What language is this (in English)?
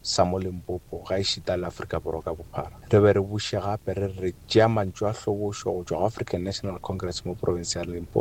Northern Sotho